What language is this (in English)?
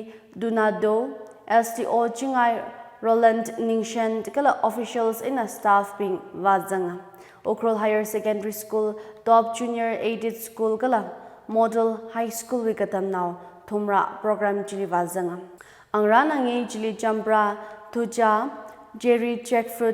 Tangkhul Naga (India)